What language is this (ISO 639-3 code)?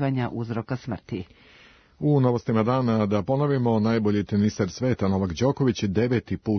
srp